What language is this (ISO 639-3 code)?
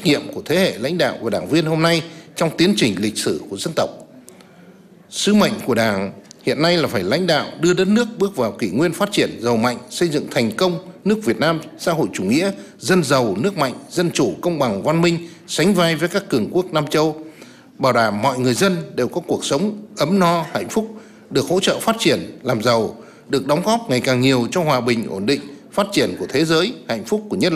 vie